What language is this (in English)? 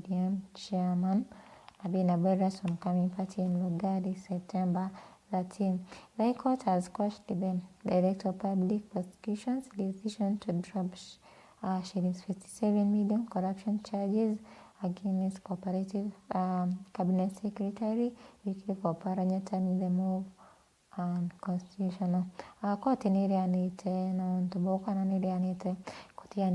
Meru